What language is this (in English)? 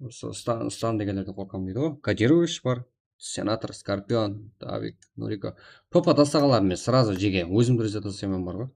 Kara-Kalpak